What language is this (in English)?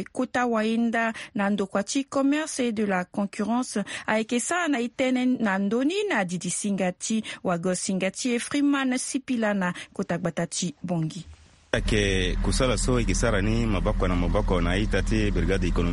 Sango